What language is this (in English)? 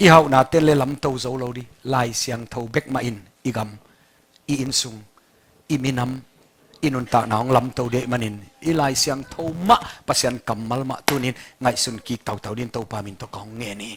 Tedim Chin